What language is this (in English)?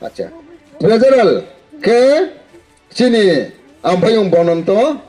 Riang (India)